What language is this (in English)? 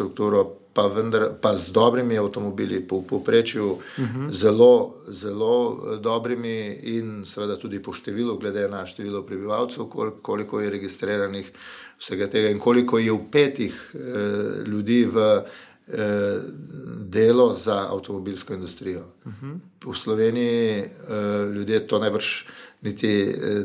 Slovenian